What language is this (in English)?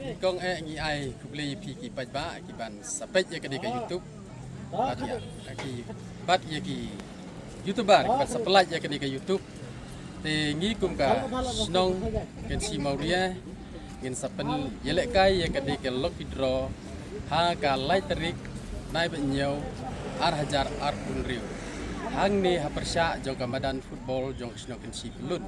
Khasi